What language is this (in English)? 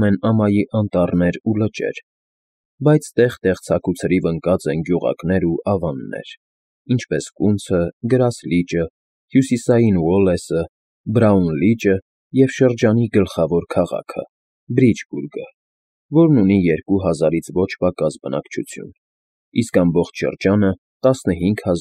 Armenian